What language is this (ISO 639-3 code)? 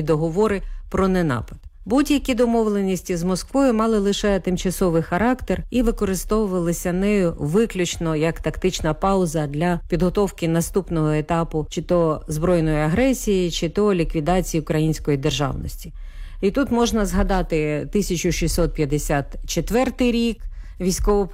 ukr